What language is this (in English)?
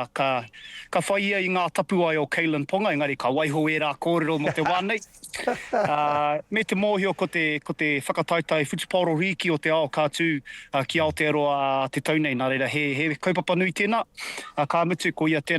Māori